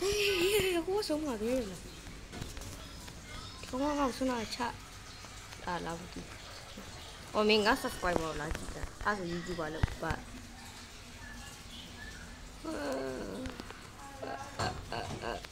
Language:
Burmese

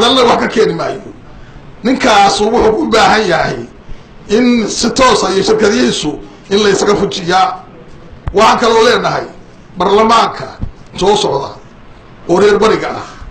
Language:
Somali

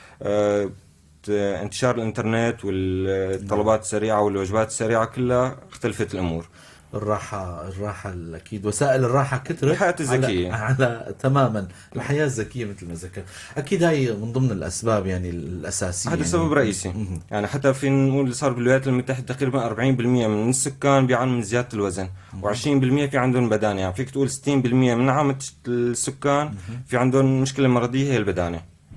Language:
North Levantine Arabic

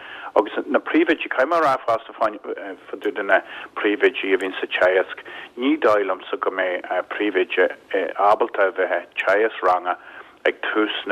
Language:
Irish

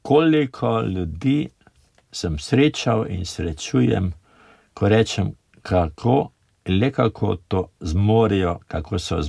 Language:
Slovenian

